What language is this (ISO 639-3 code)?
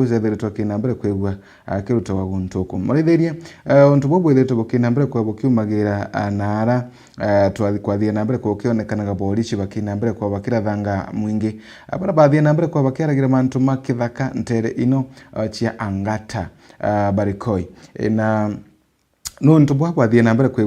mer